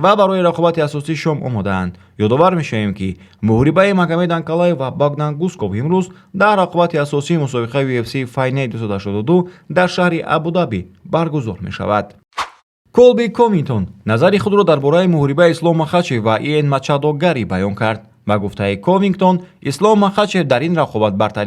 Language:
Tajik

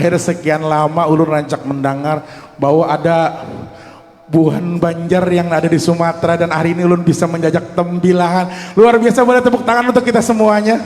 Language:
Banjar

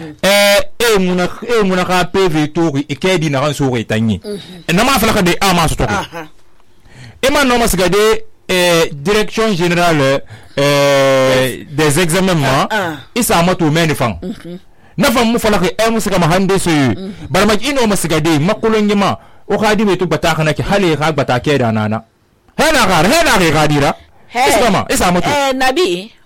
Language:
Susu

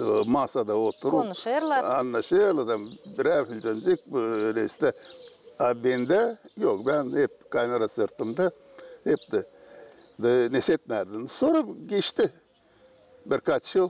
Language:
Gagauz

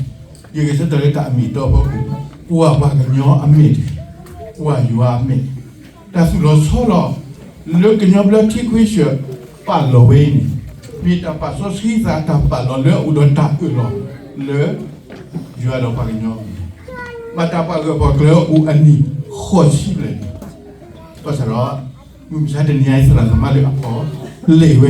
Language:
S'gaw Karen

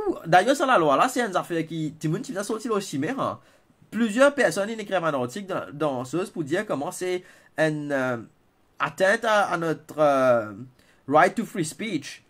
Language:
Morisyen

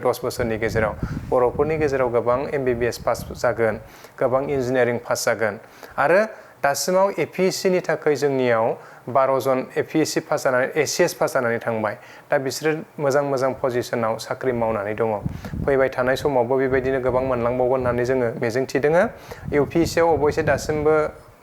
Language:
Bodo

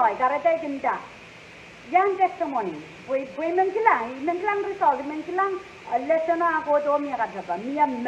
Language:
Pohnpeian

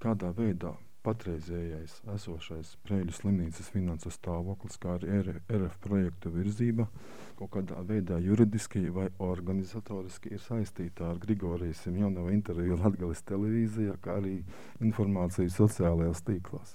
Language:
Latvian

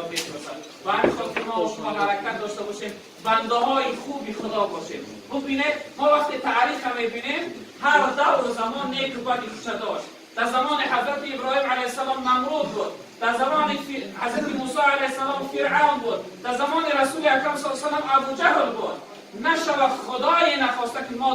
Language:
Tajik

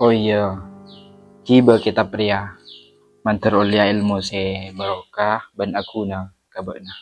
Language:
Madurese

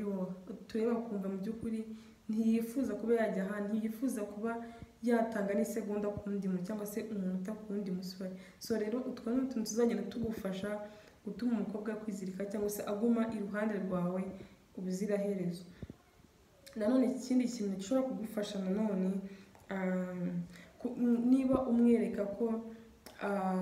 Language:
Kinyarwanda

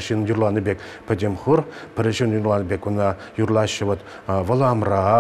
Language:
Chuvash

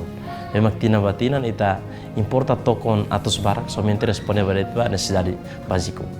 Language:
Tetum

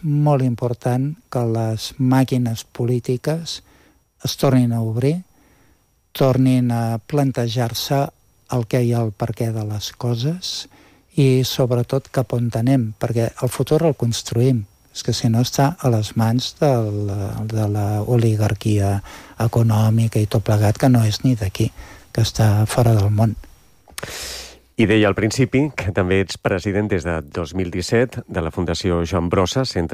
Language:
Catalan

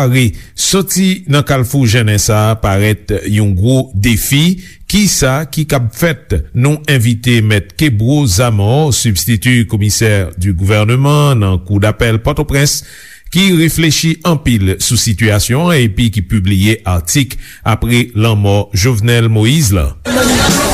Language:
Haitian Creole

